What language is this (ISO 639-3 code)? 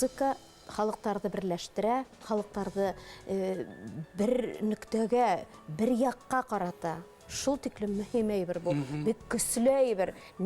bak